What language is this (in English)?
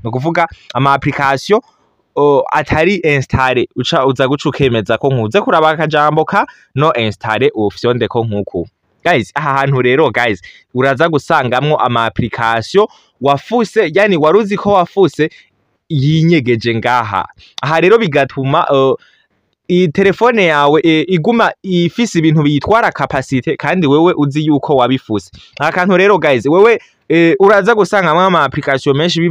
Rundi